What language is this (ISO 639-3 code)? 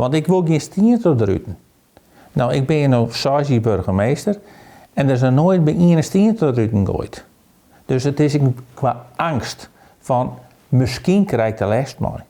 fry